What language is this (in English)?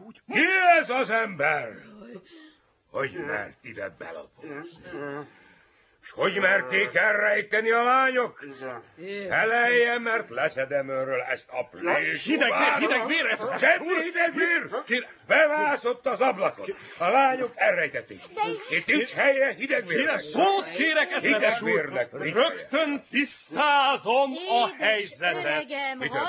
Hungarian